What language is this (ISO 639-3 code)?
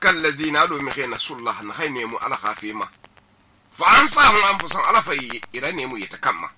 sus